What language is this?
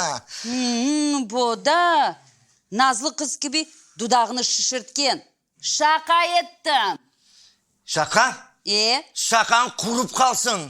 Crimean Tatar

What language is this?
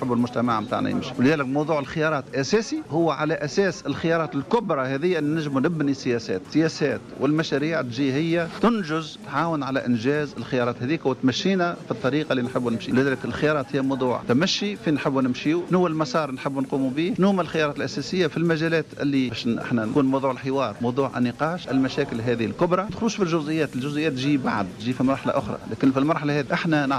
Tunisian Arabic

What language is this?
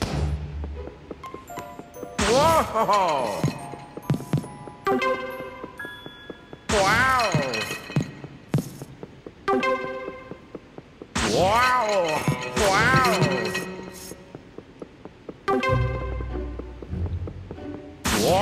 English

